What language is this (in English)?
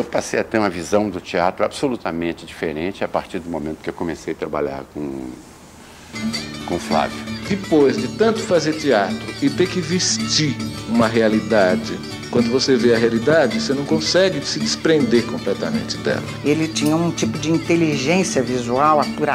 Portuguese